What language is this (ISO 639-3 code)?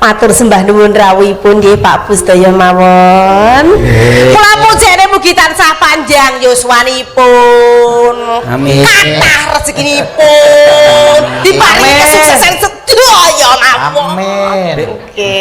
jav